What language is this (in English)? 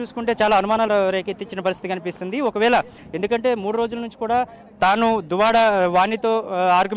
Telugu